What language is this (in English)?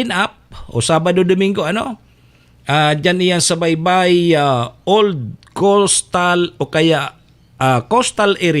Bikol